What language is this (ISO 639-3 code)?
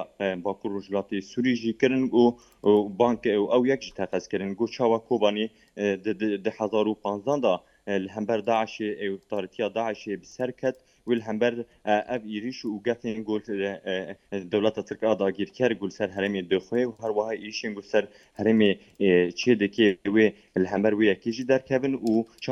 kur